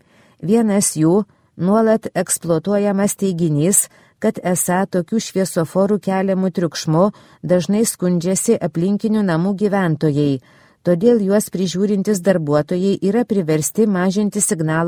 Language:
Lithuanian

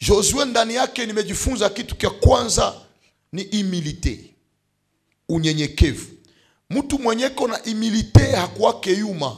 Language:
Swahili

